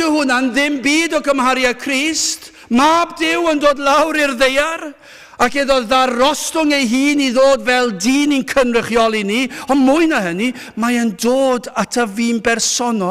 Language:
Welsh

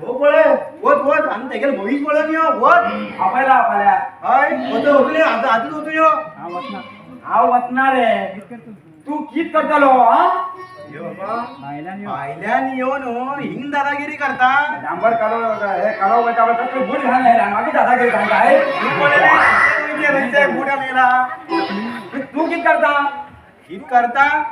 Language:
Konkani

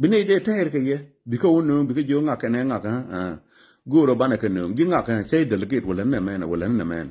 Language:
Nuer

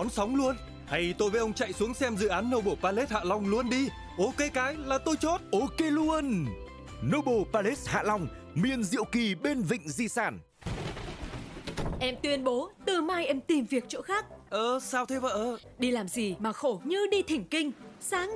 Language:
Vietnamese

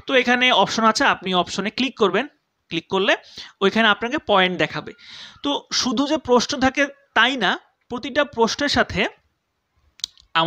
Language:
Bangla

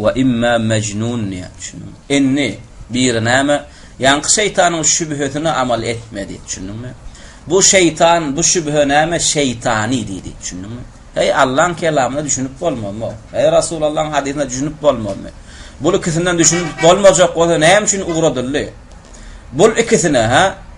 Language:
Turkmen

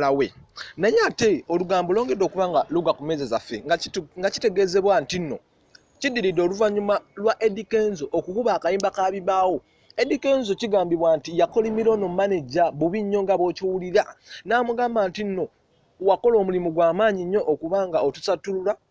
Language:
Ganda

